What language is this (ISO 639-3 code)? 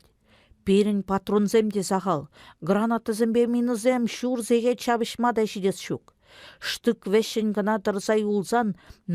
chv